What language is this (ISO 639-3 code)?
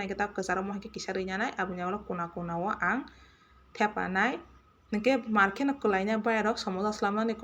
trp